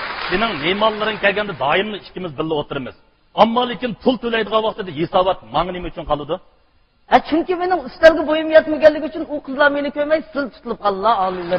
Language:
Uyghur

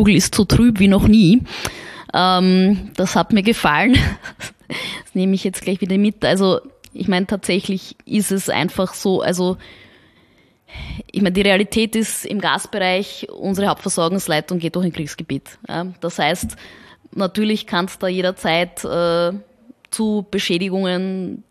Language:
German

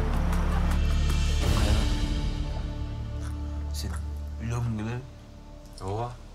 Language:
Kyrgyz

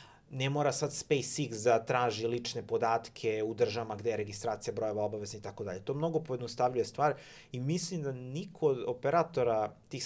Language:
Serbian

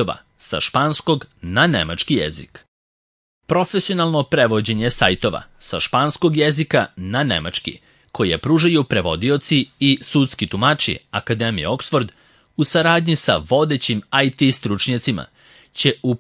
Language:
Serbian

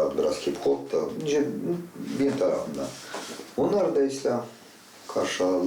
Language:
Gagauz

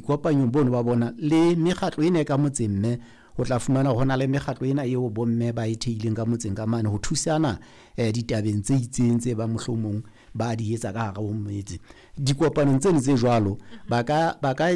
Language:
Southern Sotho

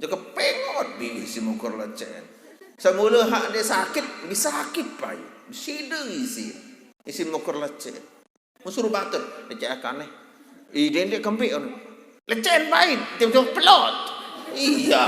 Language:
Sasak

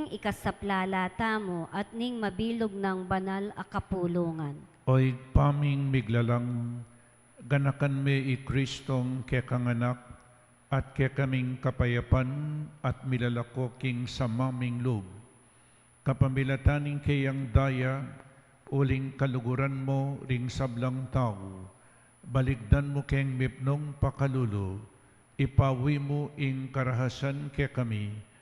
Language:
Pampanga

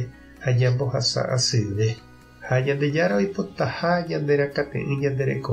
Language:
Guarani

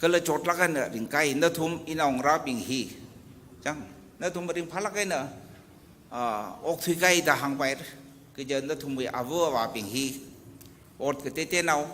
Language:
Tangkhul Naga (India)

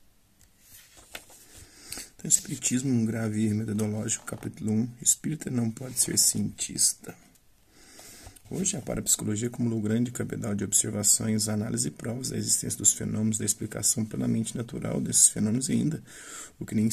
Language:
Portuguese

